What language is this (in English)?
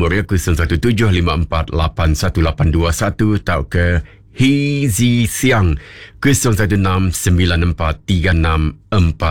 Iban